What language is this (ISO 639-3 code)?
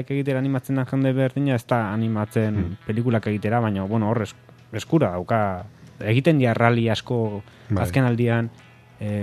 eus